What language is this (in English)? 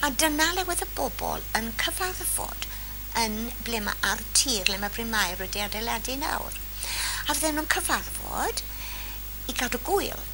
Welsh